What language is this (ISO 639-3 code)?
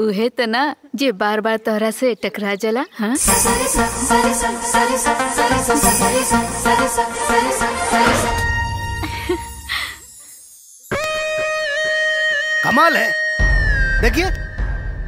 bho